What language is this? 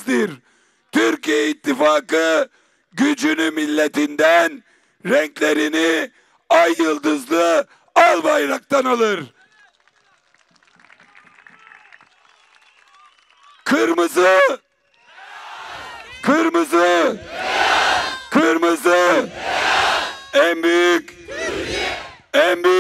Turkish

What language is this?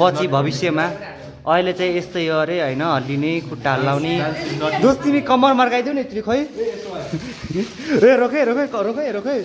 Nepali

